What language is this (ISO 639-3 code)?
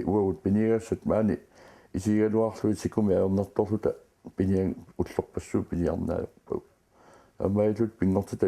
kal